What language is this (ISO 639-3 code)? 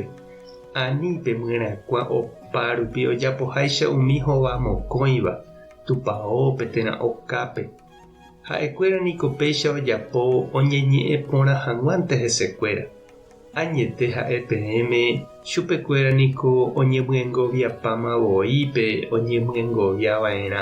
grn